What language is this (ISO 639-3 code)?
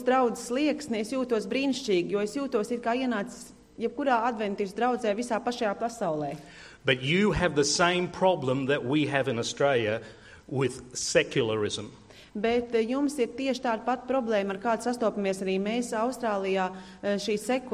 lav